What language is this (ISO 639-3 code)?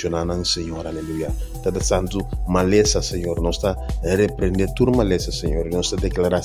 pap